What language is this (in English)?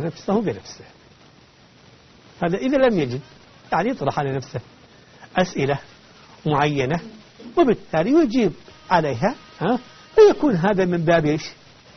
Arabic